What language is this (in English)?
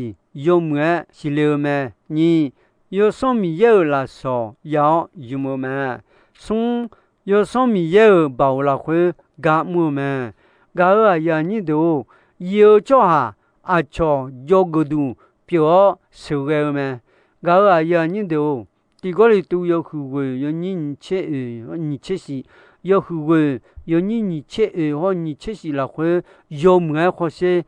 Akha